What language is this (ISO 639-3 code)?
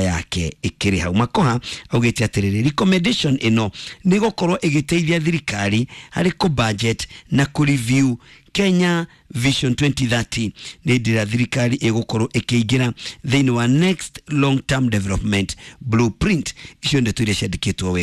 kik